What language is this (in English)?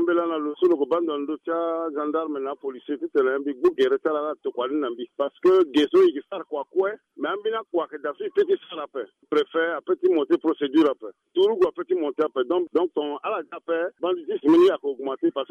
Sango